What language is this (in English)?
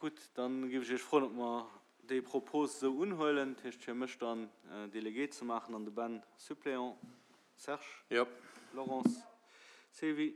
Luxembourgish